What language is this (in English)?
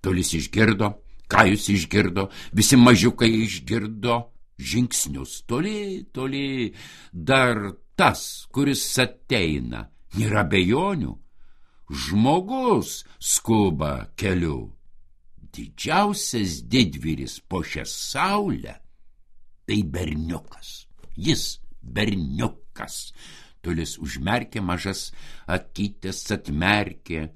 Lithuanian